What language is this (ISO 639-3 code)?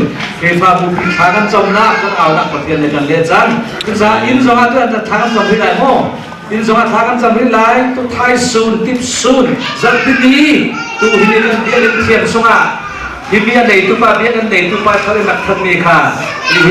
cnh